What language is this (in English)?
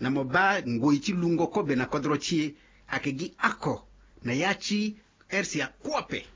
Sango